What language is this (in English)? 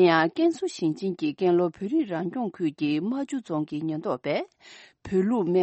Tibetan